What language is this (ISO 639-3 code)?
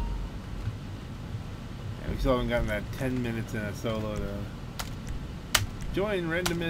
eng